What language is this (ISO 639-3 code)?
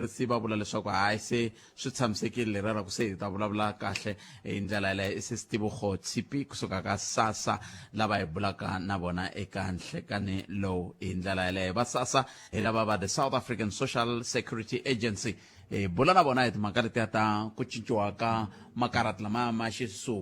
tso